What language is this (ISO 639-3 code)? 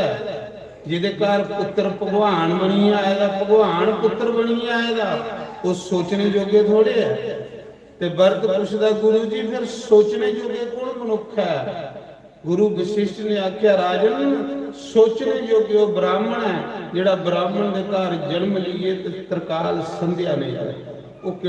doi